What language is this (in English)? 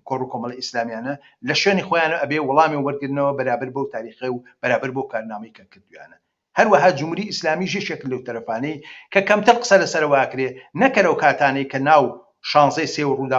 Central Kurdish